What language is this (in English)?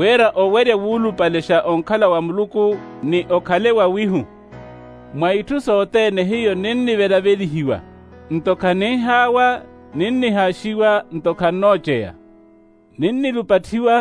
Makhuwa